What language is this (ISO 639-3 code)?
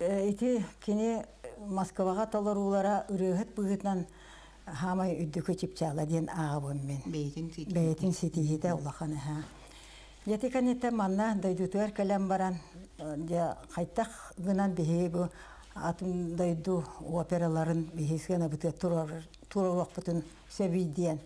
sah